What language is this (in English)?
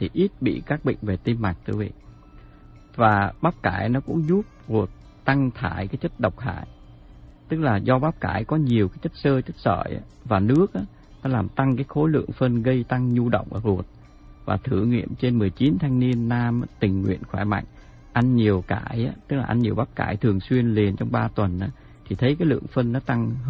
Vietnamese